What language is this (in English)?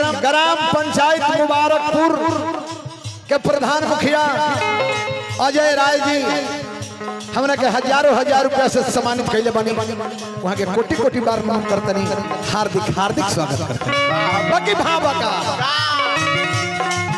Bhojpuri